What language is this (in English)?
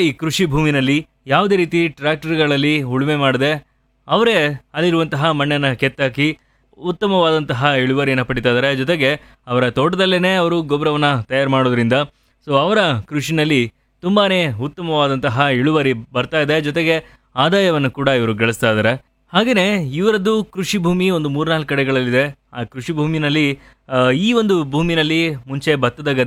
Kannada